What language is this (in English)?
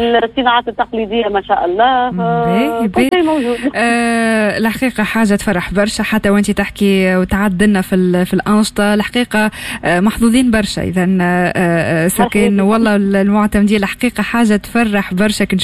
Tunisian Arabic